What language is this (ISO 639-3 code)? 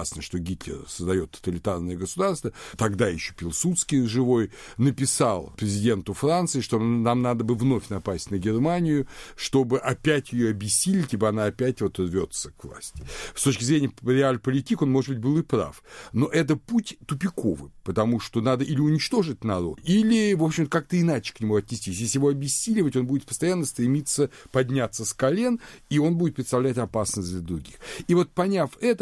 rus